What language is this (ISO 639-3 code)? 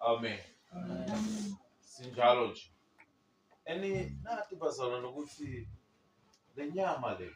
zul